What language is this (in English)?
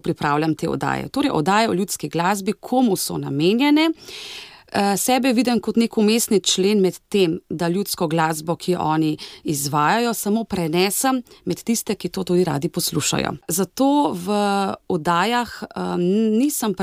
Slovenian